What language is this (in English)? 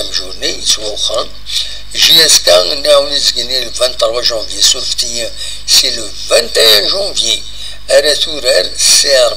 Kabyle